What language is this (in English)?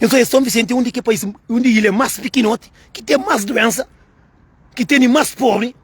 Kabuverdianu